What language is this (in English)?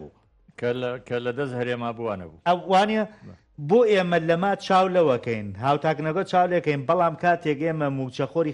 Central Kurdish